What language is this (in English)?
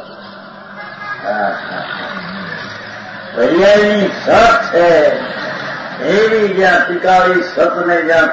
Gujarati